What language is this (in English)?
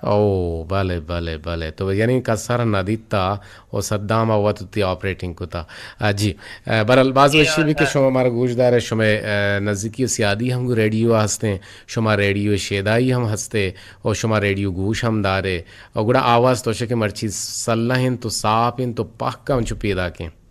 Eastern Balochi